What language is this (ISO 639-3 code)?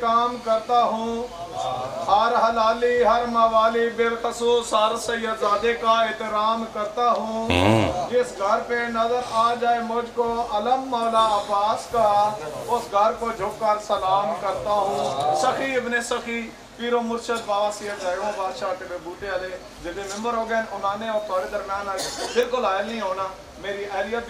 phr